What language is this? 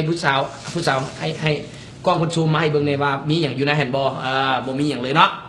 Lao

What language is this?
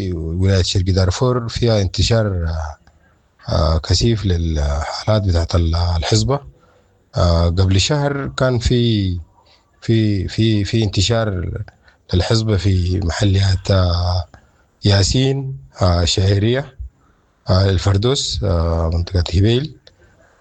Sudanese Arabic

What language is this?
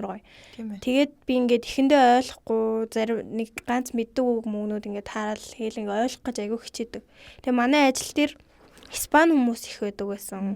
Mongolian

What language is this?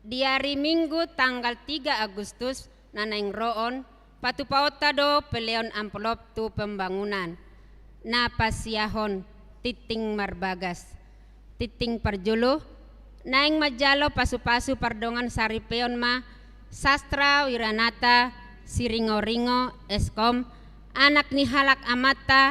Batak Toba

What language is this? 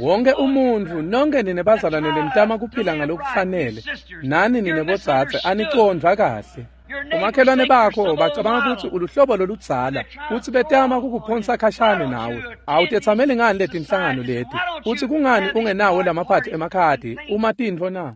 Swati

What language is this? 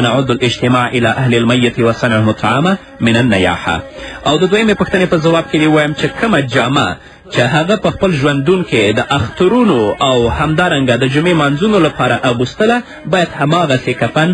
Pashto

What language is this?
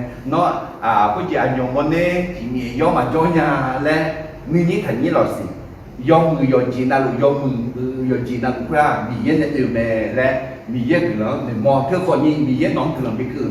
Akha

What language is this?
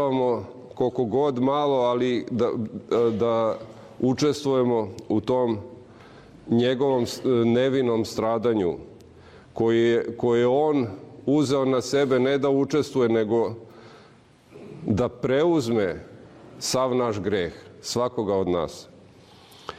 Serbian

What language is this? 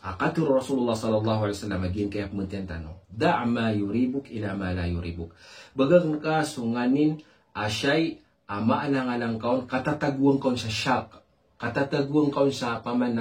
Maranao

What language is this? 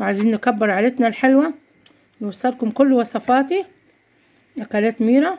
Egyptian Arabic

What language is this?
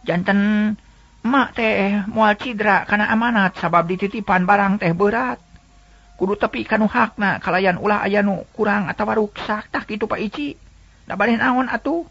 Sundanese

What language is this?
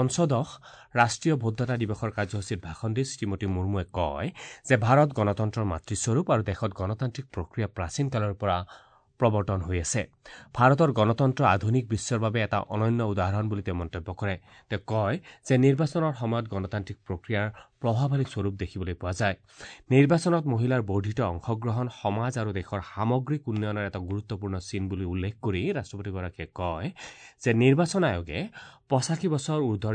Assamese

